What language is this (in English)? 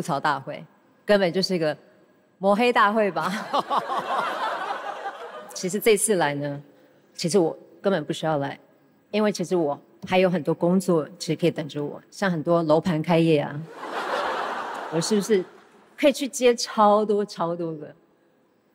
Chinese